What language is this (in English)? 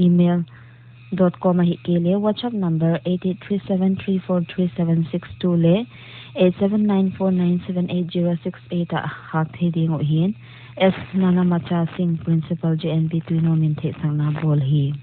Paite Chin